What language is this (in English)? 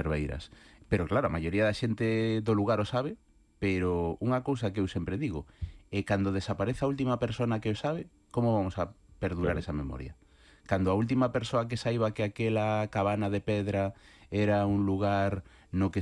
Galician